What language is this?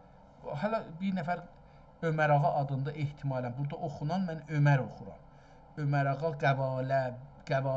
South Azerbaijani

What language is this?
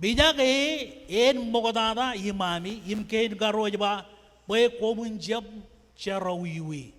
Marshallese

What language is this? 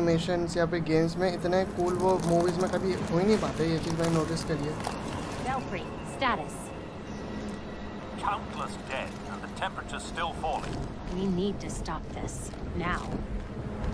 Hindi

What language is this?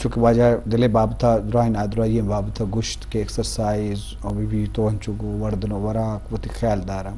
Eastern Balochi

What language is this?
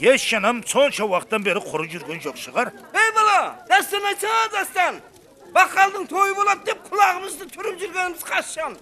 Kara-Kalpak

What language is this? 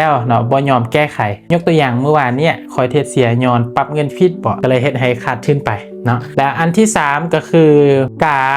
Lao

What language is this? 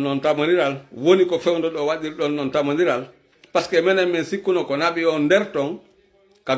Fula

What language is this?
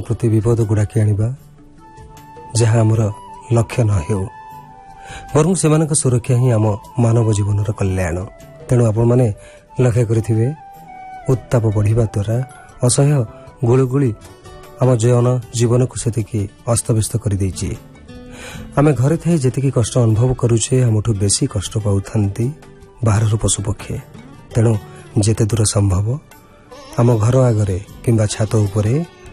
Odia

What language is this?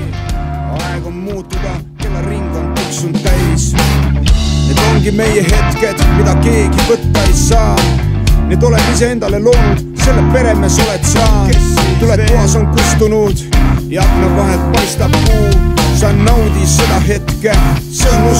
Estonian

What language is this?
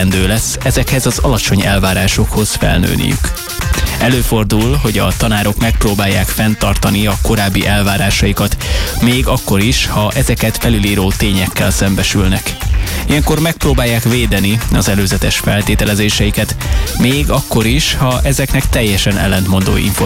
Hungarian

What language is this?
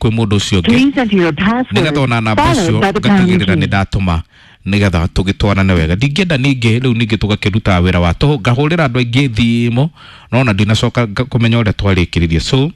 Kikuyu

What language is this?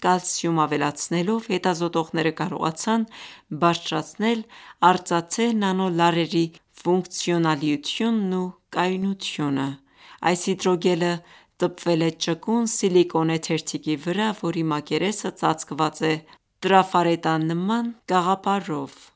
Armenian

